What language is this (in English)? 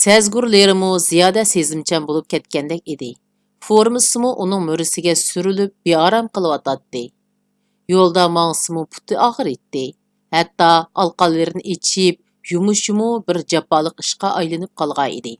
Uyghur